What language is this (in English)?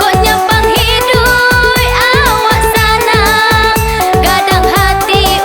Minangkabau